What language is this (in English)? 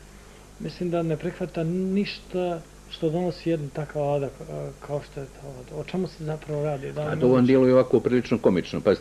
Bosnian